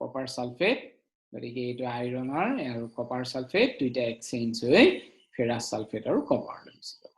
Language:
Assamese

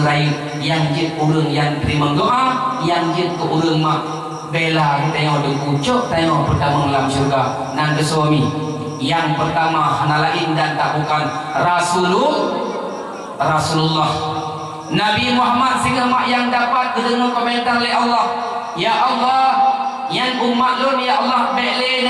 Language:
Achinese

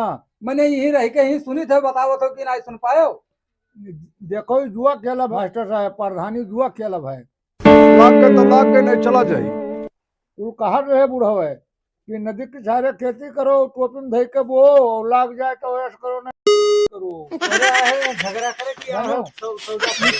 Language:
Awadhi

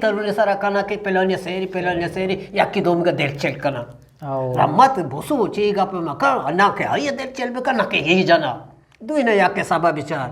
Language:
Eastern Balochi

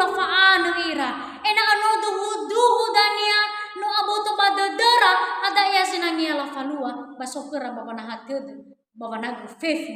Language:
Nias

